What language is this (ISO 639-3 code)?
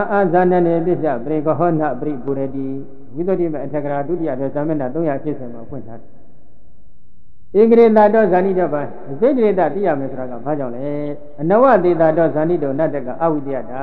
mya